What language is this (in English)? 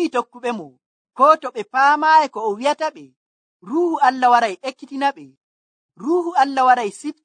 Nigerian Fulfulde